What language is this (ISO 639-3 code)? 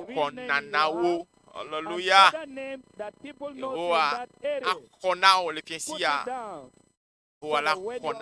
ewe